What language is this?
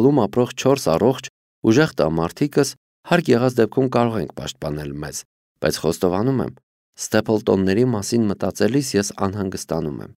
Armenian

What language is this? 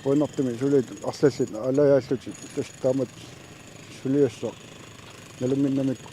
Kalaallisut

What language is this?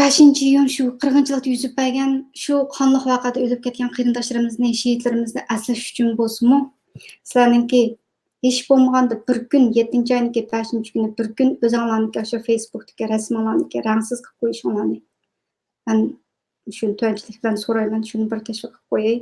Uyghur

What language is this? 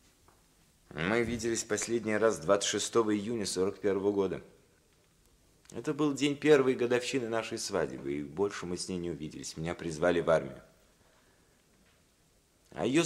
Russian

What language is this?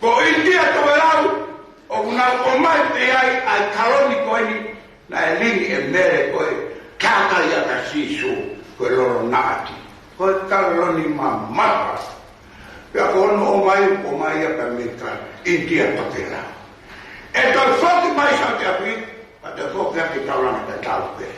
Tongan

